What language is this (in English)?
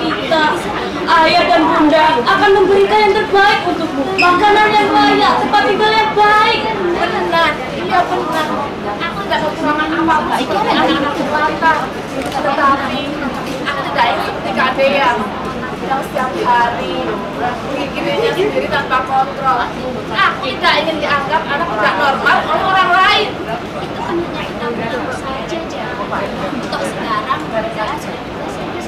Indonesian